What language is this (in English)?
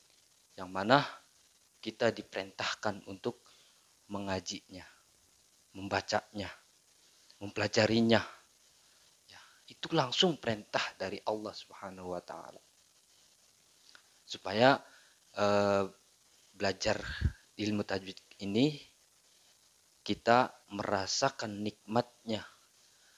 Indonesian